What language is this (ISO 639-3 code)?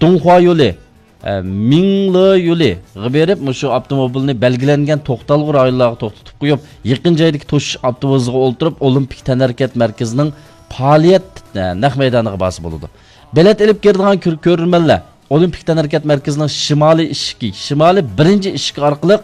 uig